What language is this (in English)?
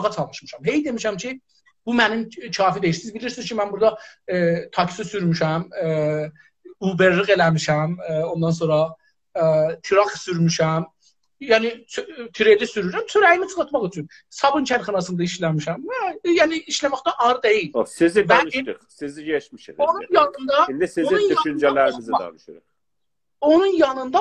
South Azerbaijani